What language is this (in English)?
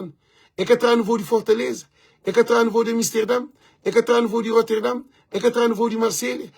Kabuverdianu